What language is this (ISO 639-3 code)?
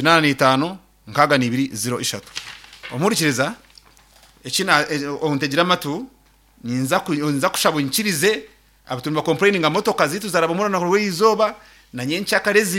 nyn